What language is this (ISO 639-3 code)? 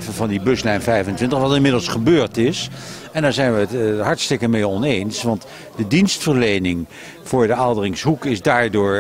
nld